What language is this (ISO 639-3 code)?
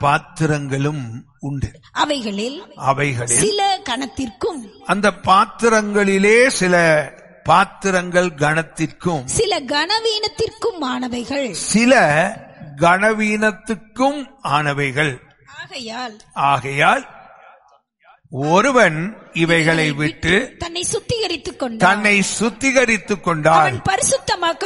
tam